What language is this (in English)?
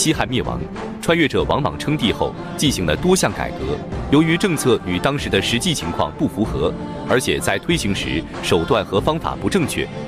Chinese